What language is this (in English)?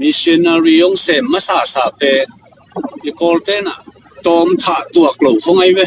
Tedim Chin